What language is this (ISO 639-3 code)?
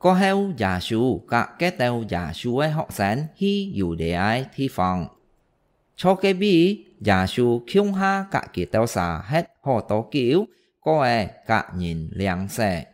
hak